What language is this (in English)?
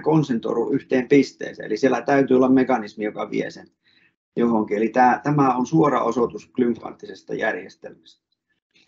Finnish